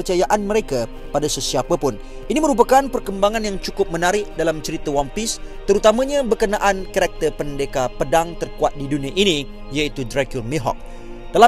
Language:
Malay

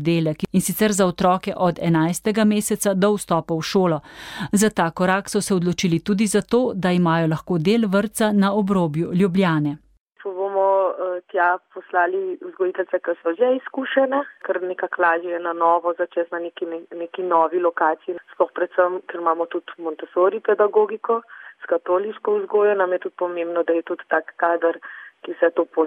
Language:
Slovenian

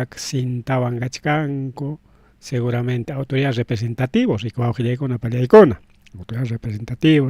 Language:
Ayacucho Quechua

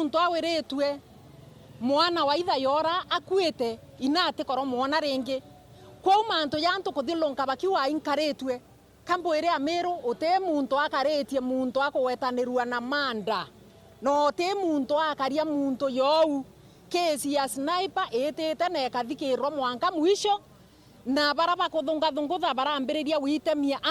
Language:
Meru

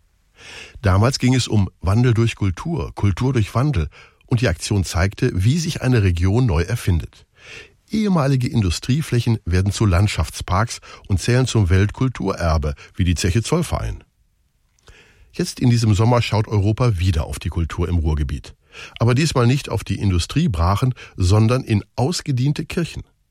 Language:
German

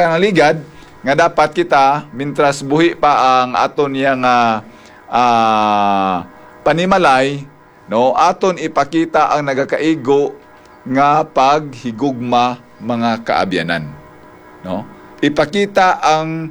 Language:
Hiligaynon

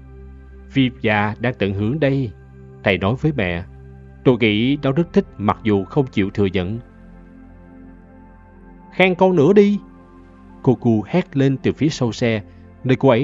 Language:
Vietnamese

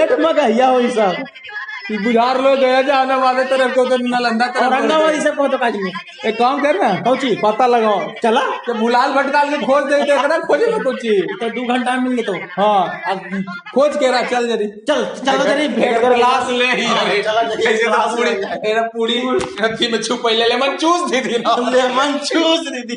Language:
Magahi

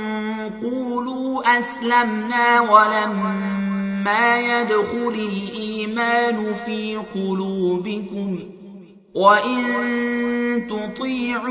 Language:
Arabic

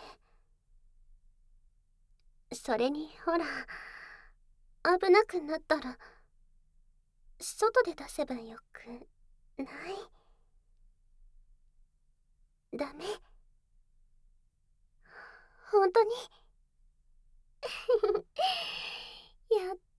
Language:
Japanese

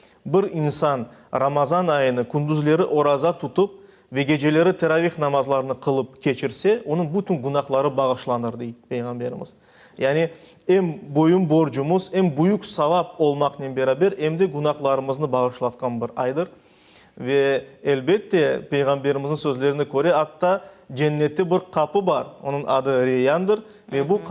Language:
Crimean Tatar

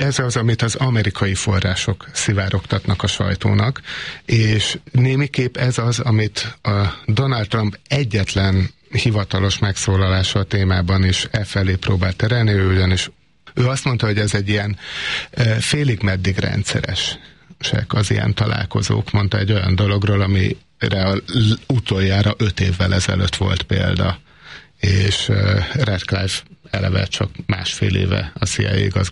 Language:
Hungarian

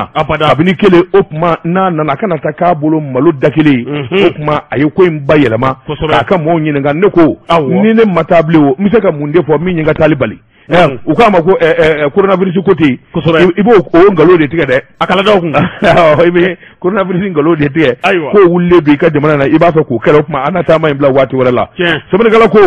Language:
Bambara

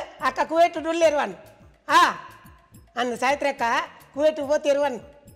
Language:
Kannada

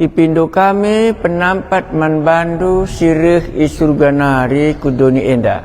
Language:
Batak Karo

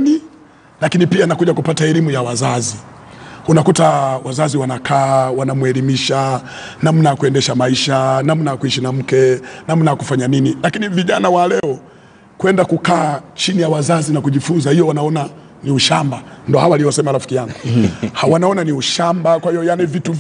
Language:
Swahili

